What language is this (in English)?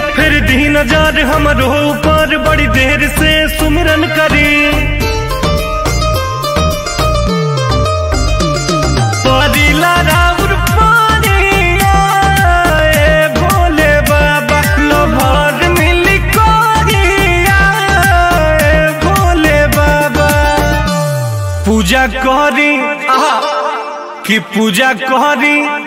Bhojpuri